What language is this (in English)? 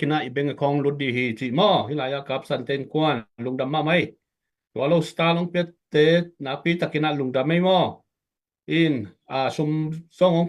Tedim Chin